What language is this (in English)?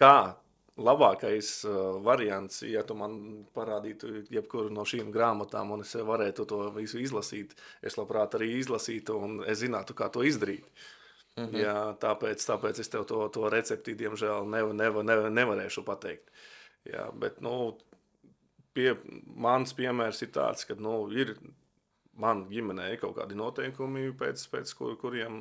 Latvian